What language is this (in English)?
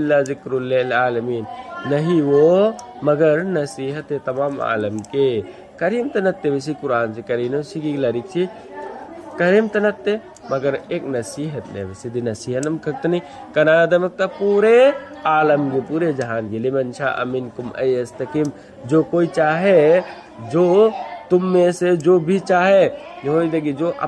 Manipuri